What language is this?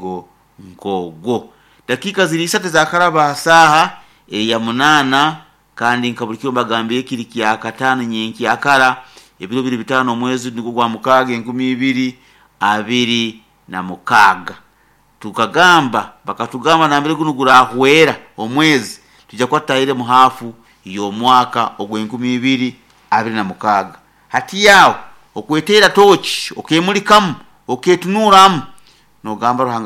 Nyoro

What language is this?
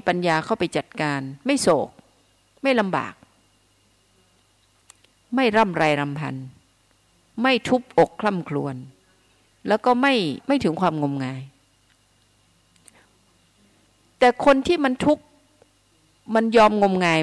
Thai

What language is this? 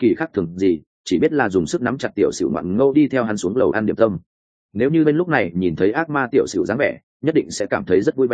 Vietnamese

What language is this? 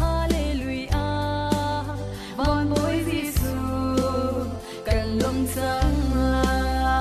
Falam Chin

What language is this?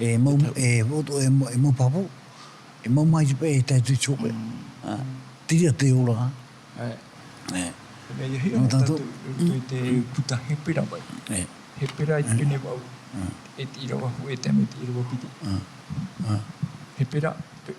Tahitian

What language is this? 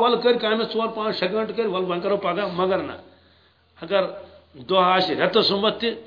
Kashmiri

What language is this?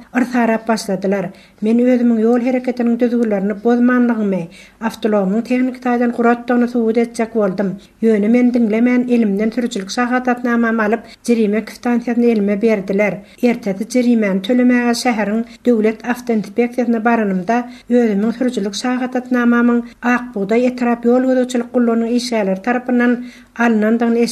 Turkmen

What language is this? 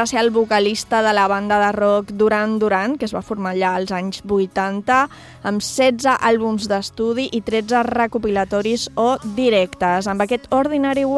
Catalan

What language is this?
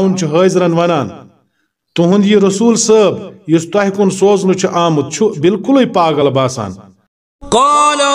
Kashmiri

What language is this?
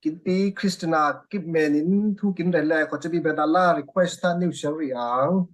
Falam Chin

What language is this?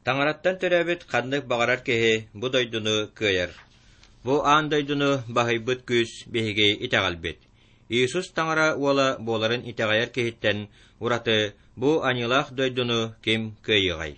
Yakut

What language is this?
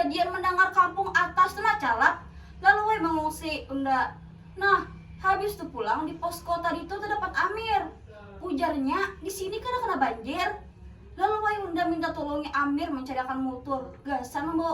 Banjar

